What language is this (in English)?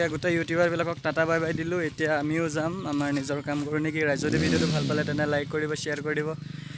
Assamese